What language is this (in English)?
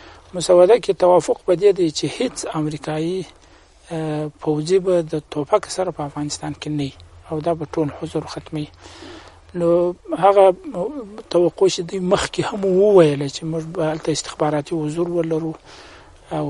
Pashto